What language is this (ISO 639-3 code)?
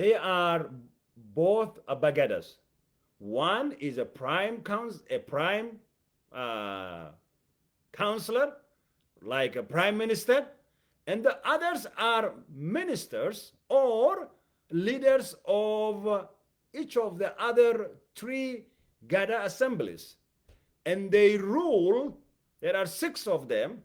eng